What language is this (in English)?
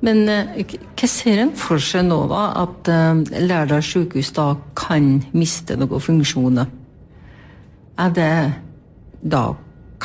Norwegian